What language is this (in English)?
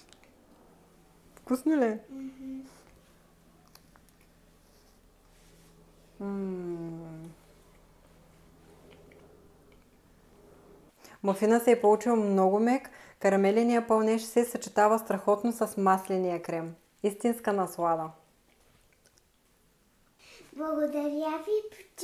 Bulgarian